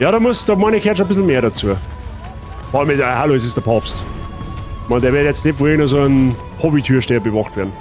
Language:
Bavarian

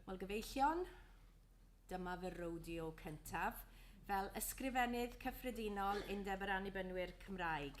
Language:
Welsh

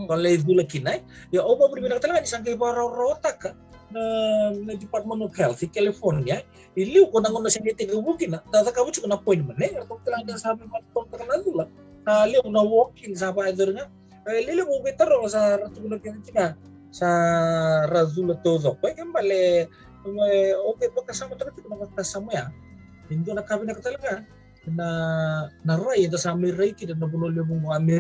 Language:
Fijian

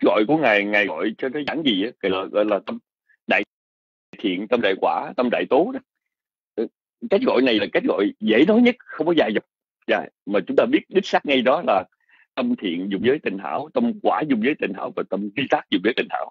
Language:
Vietnamese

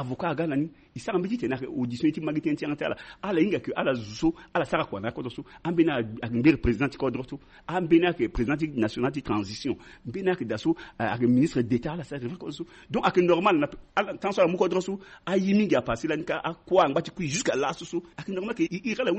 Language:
Sango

